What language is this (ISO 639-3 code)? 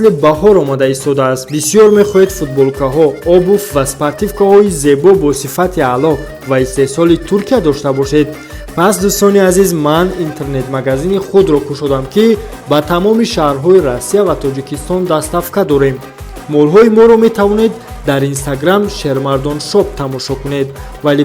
tgk